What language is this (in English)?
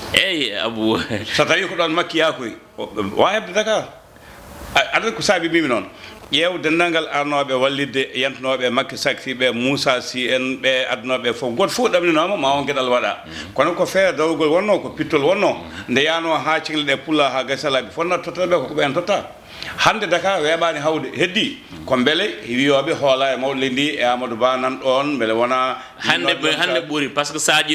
Fula